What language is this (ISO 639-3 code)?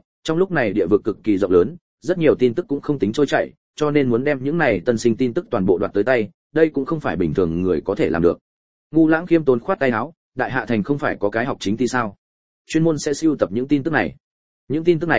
vie